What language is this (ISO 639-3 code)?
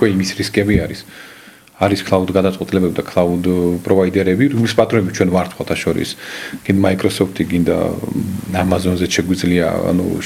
kat